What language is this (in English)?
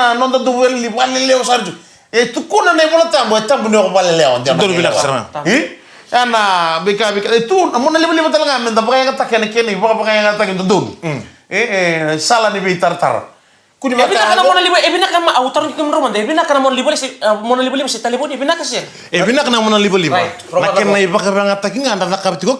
Fijian